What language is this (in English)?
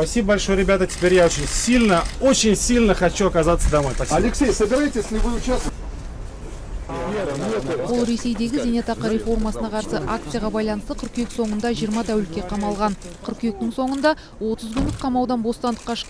Kazakh